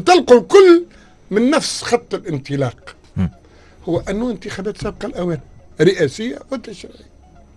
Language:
Tunisian Arabic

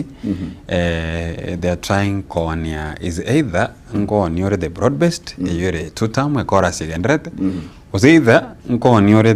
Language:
Gusii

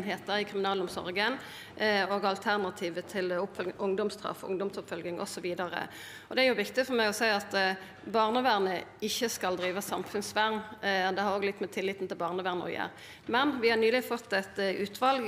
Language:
Norwegian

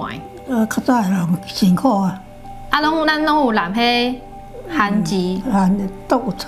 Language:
Min Nan Chinese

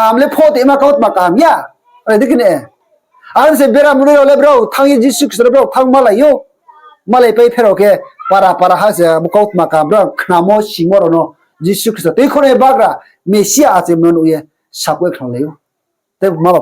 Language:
Riang (India)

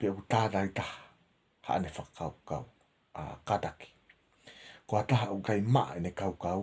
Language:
Tongan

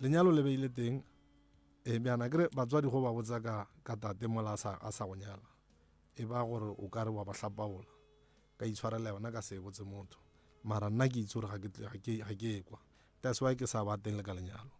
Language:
Northern Sotho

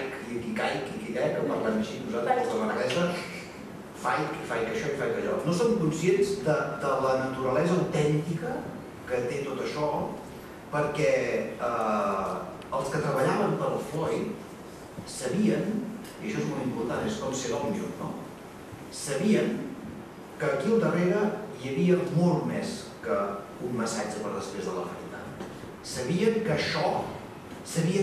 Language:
Catalan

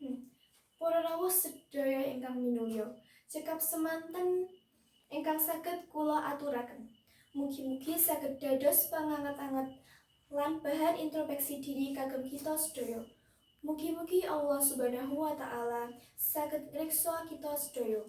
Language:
Javanese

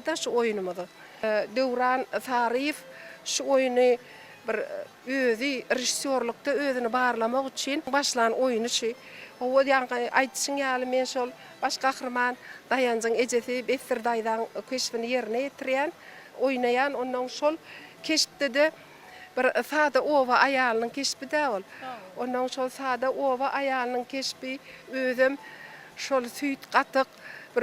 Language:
Turkmen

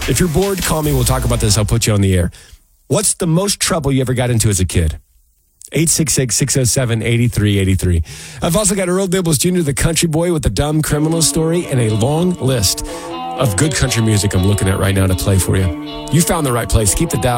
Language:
English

